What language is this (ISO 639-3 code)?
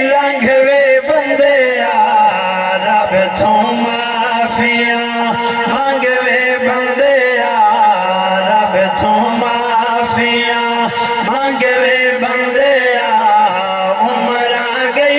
skr